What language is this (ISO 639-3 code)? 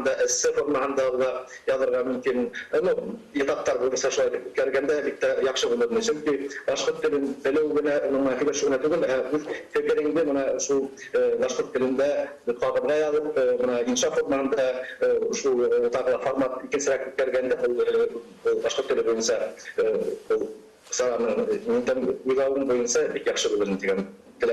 bak